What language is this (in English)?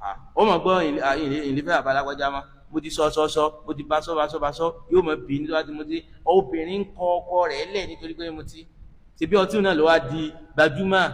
Yoruba